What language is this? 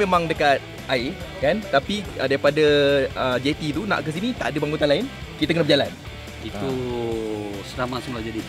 Malay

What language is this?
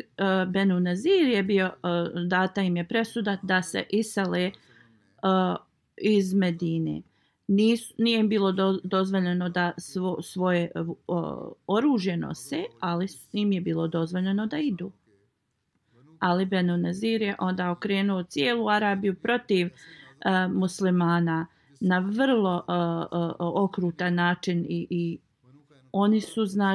Bosnian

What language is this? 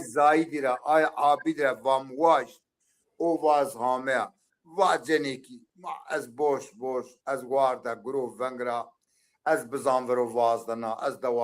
Zaza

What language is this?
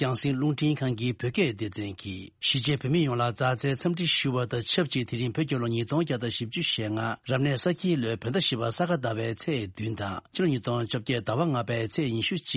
Tibetan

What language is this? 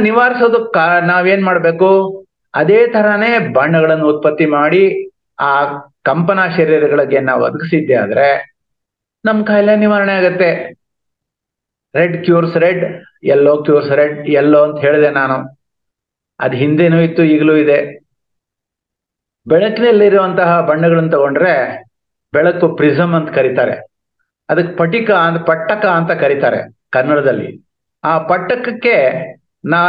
Kannada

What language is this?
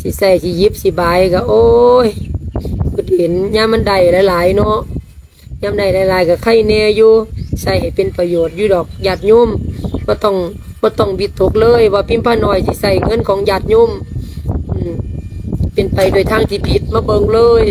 Lao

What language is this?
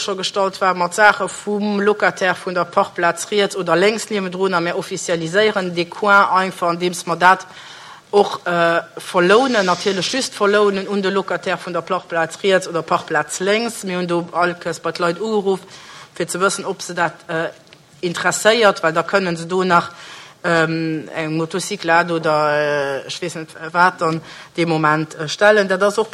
Luxembourgish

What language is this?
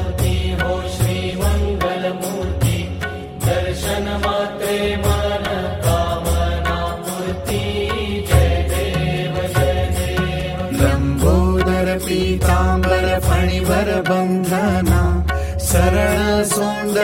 Marathi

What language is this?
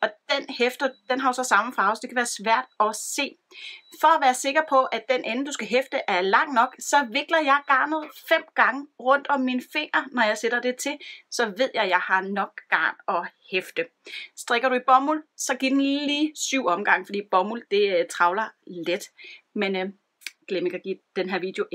Danish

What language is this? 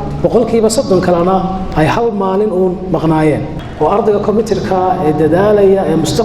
Somali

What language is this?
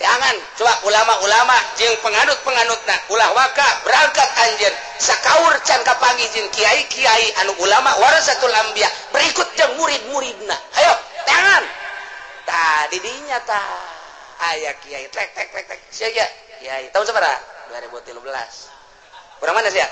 Sundanese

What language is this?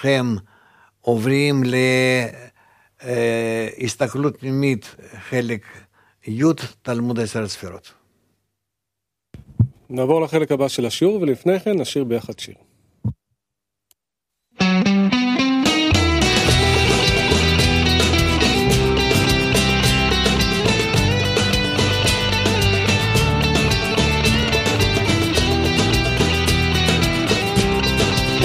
Hebrew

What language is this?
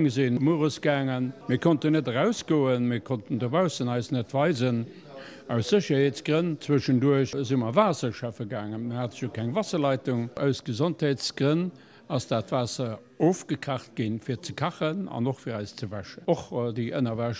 Luxembourgish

